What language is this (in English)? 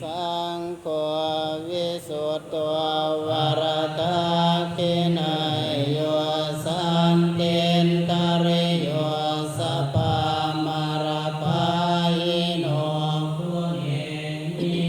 Pali